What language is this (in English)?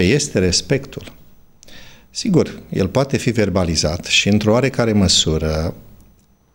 Romanian